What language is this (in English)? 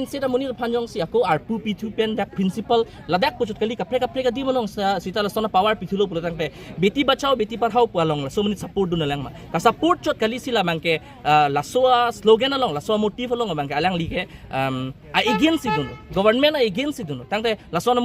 Karbi